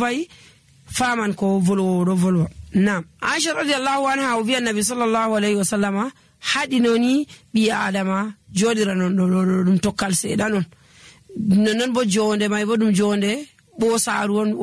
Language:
Nigerian Fulfulde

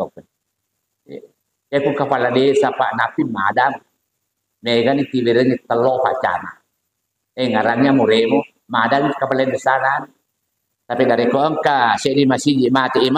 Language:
Buginese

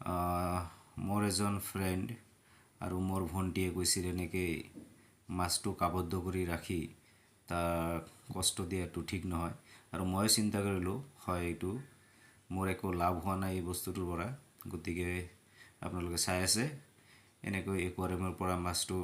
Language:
Assamese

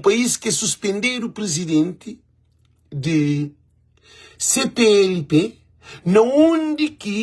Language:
Kabuverdianu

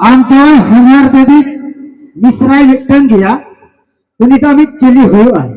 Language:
Santali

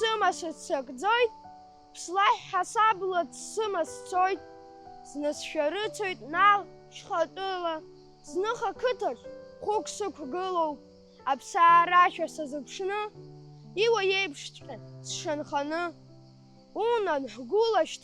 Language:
Abkhazian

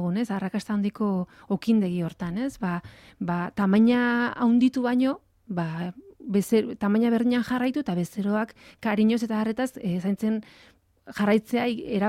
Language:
Basque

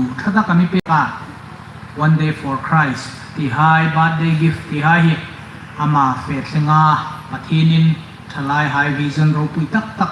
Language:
Hmar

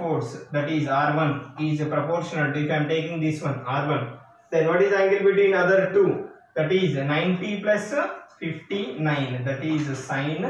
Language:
English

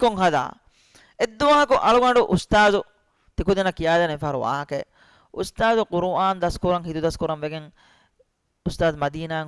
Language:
Divehi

